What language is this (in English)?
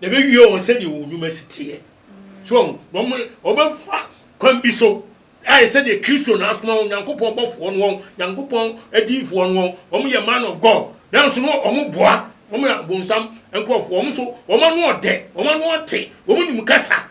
Akan